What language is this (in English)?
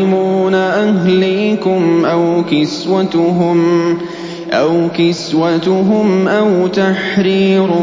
Arabic